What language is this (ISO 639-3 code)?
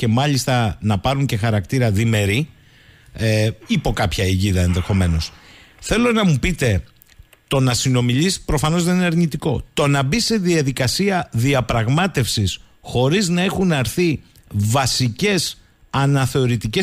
ell